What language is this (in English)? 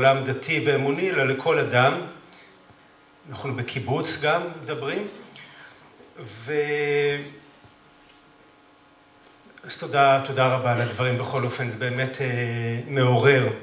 Hebrew